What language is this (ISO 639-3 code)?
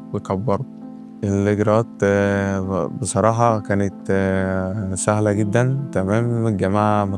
arz